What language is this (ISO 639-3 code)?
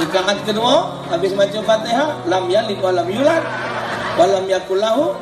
mui